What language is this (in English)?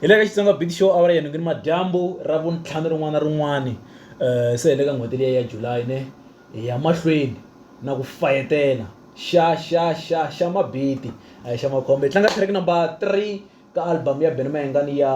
Tsonga